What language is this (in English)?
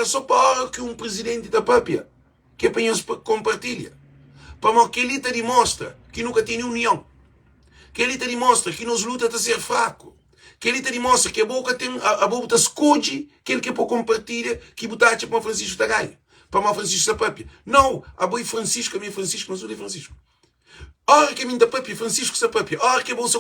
Kabuverdianu